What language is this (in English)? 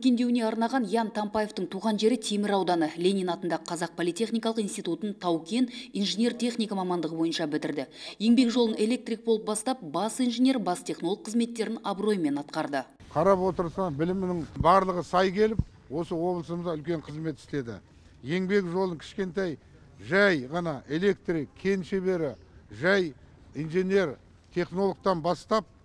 Kazakh